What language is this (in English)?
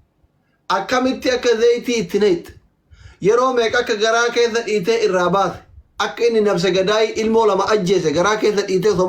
Oromo